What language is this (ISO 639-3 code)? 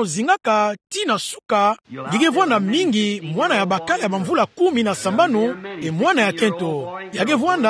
ktu